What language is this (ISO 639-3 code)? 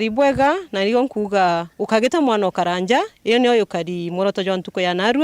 mer